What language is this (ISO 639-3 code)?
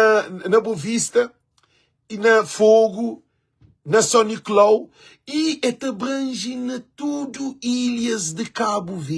kea